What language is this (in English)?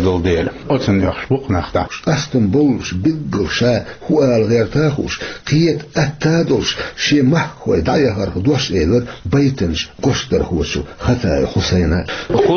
Chechen